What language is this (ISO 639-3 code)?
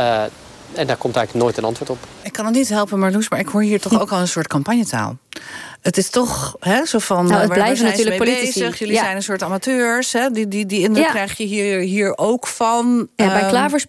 nld